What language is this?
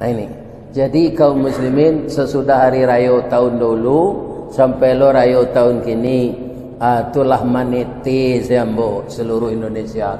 Minangkabau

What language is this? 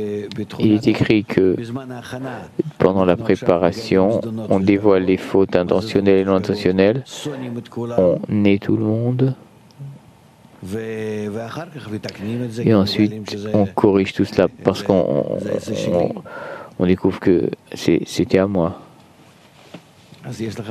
French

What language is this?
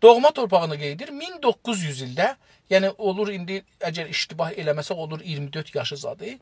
South Azerbaijani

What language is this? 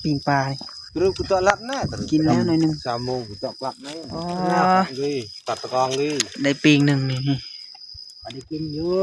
Lao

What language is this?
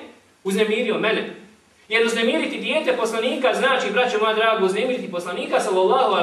Bosnian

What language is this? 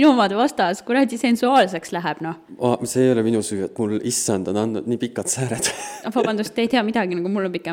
Estonian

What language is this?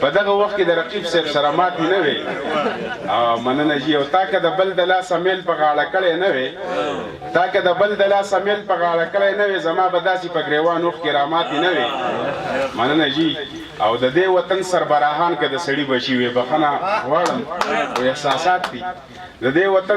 Pashto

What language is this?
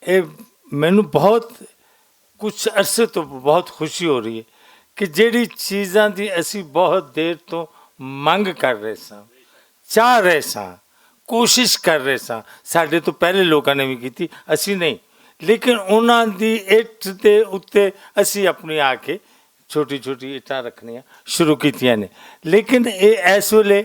Western Panjabi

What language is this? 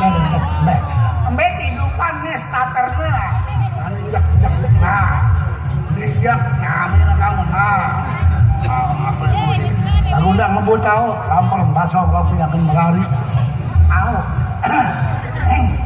Sasak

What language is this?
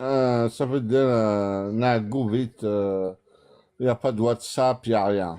Kabyle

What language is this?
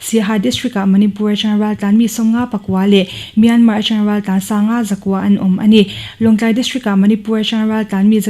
Mizo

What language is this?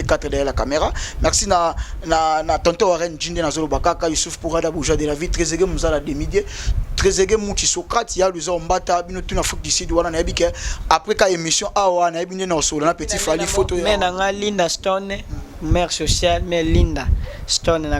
Lingala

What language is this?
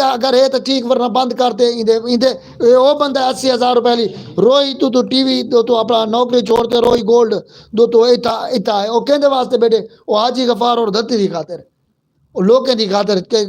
Western Panjabi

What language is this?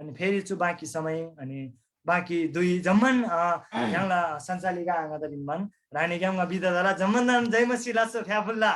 Eastern Tamang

